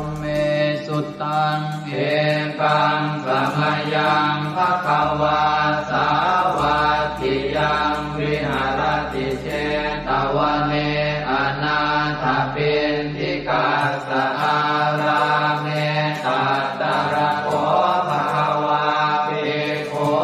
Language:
Pali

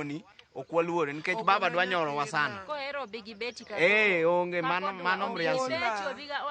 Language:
Luo (Kenya and Tanzania)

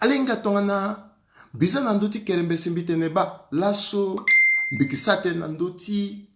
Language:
Sango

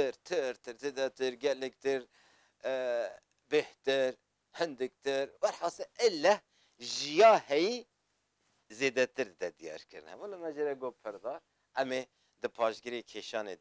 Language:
Kurdish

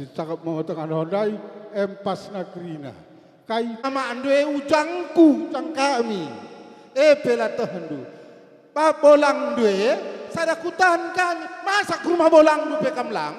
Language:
Batak Karo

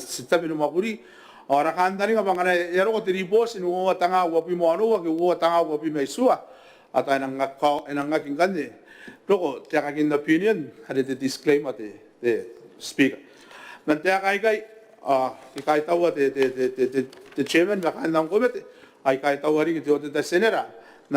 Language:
Gilbertese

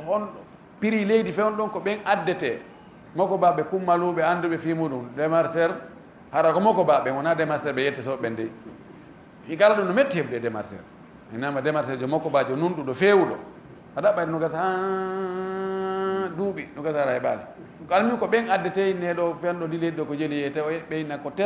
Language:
Fula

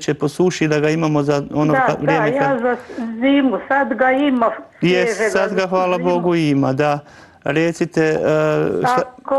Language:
Croatian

